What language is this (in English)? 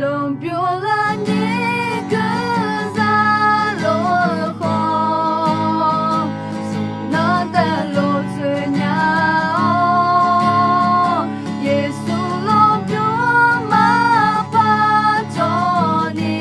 Akha